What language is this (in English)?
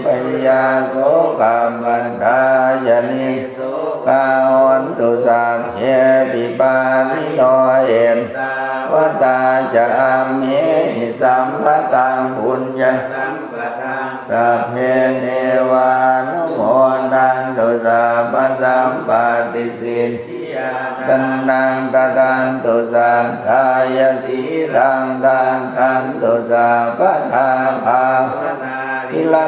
Pali